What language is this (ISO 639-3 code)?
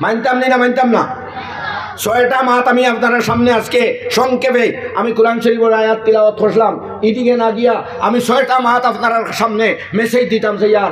syl